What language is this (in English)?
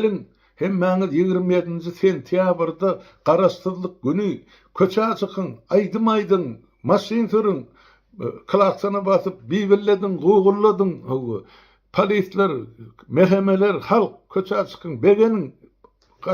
Turkmen